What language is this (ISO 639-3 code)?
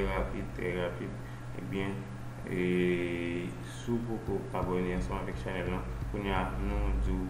hat